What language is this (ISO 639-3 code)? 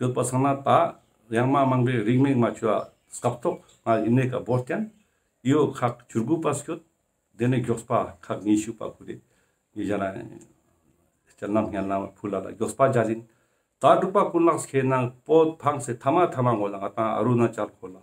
lbj